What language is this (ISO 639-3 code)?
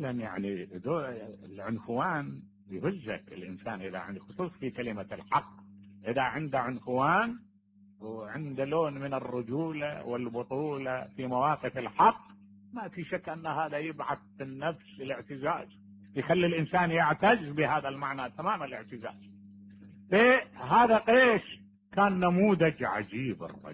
acm